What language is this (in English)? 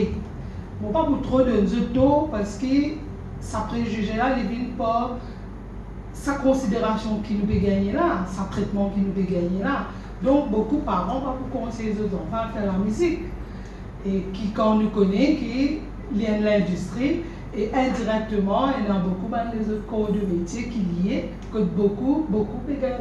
Morisyen